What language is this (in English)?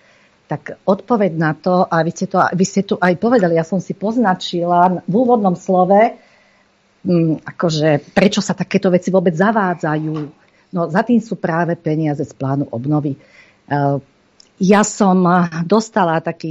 Slovak